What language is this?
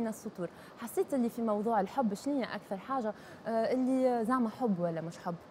Tunisian Arabic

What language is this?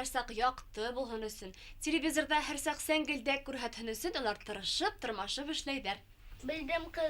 Bashkir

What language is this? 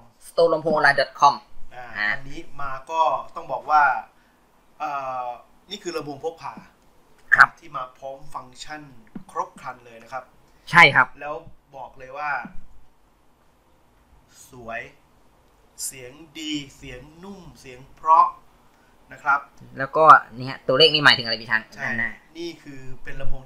Thai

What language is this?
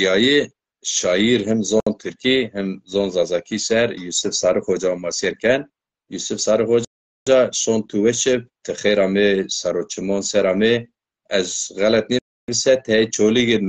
Zaza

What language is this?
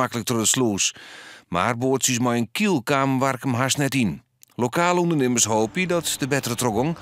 Western Frisian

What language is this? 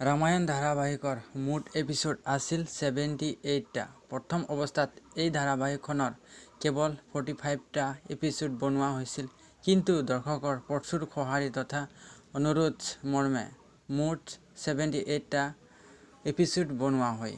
Assamese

